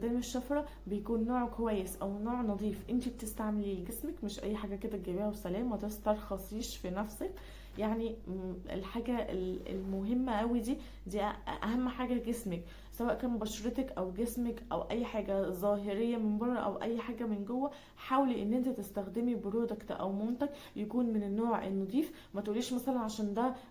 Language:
Egyptian Arabic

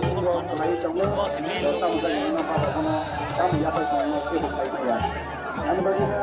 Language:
Kok Borok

